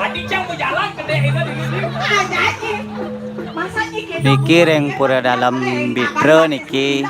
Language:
Balinese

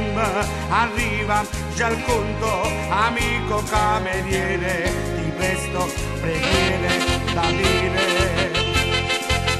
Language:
Italian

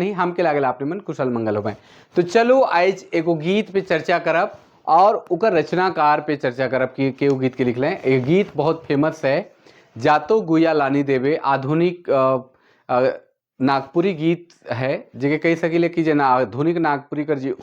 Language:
Sadri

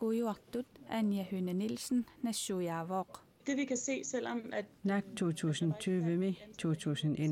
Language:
Kalaallisut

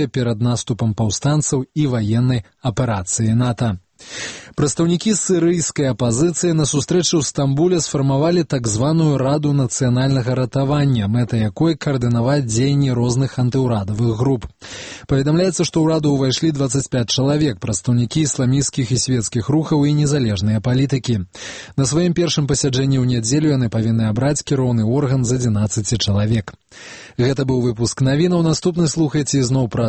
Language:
Belarusian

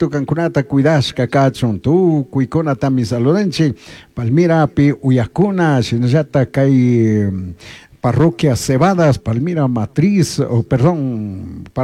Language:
Chimborazo Highland Quichua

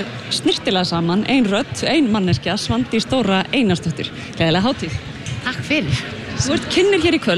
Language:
Icelandic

